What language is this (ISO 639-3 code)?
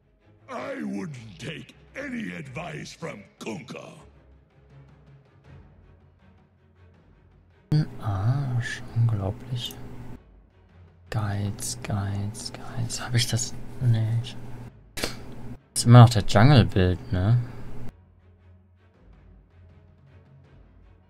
deu